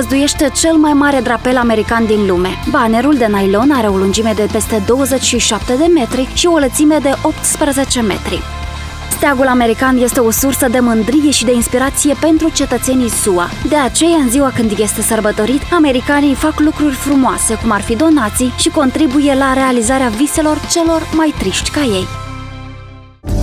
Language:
Romanian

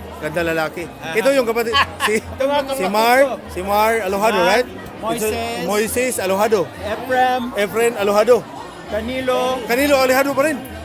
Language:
Cebuano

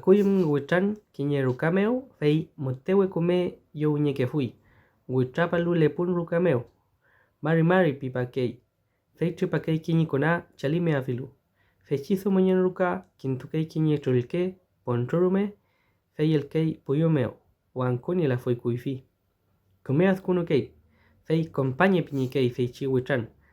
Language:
Mapuche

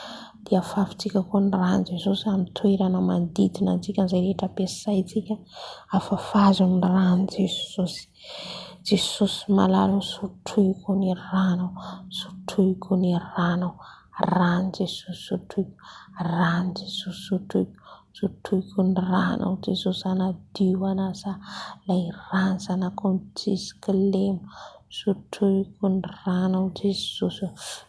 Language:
Malagasy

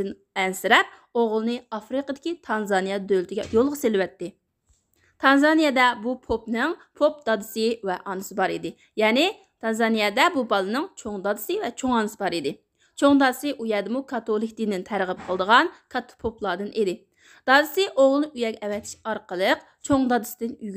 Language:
Uyghur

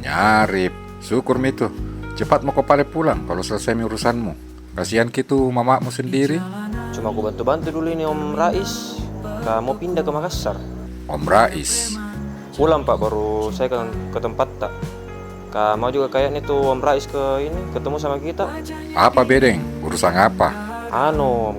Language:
Makassar Malay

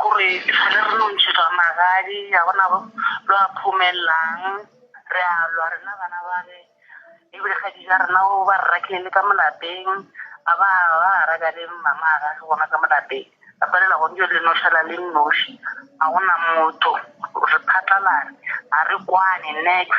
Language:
Northern Sotho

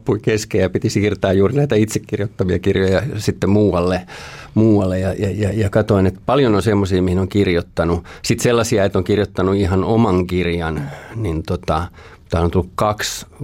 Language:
Finnish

